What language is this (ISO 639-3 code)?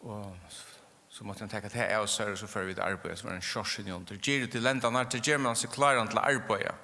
fao